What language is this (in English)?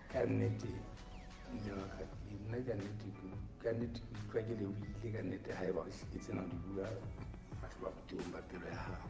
Southern Sotho